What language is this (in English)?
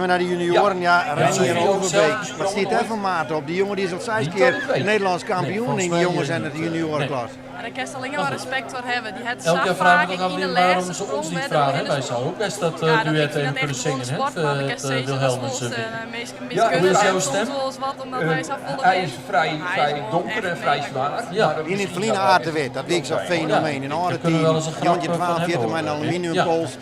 Western Frisian